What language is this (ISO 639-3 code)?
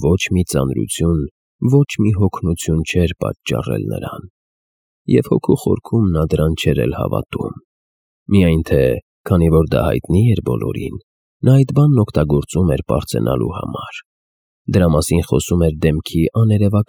hye